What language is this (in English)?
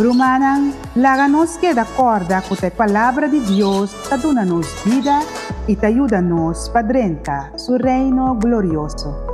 Papiamento